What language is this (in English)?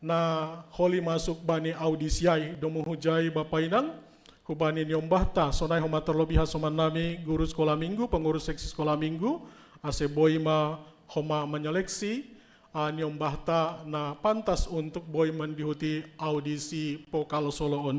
Batak Simalungun